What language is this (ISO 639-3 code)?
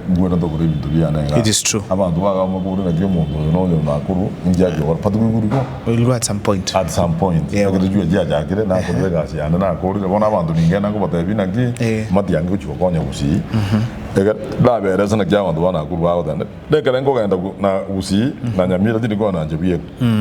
guz